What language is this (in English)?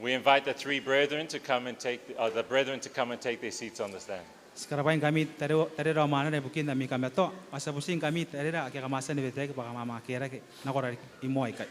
Gilbertese